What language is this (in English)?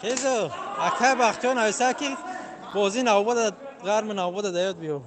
Tajik